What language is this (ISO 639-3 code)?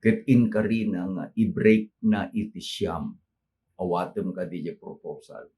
ilo